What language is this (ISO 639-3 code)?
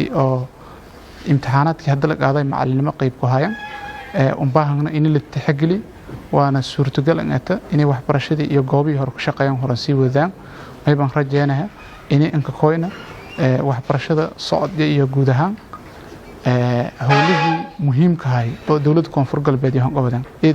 som